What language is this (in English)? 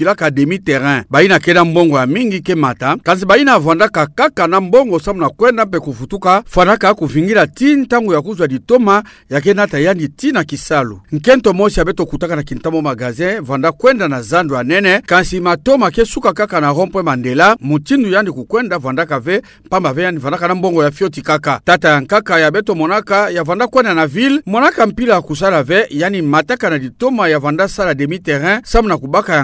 Kituba (Democratic Republic of Congo)